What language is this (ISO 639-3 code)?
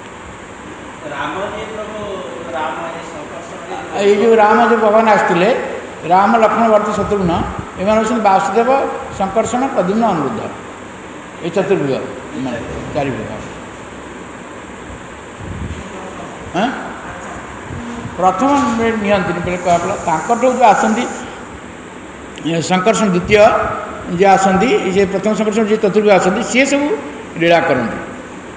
ori